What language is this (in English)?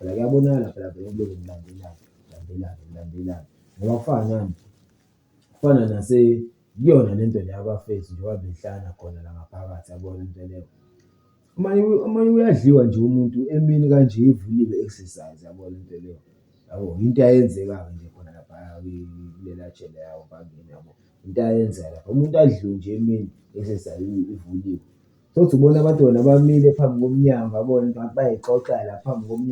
Zulu